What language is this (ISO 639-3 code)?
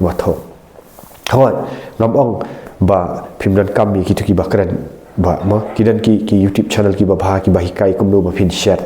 kha